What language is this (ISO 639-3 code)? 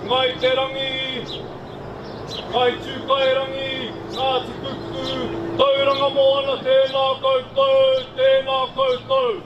mri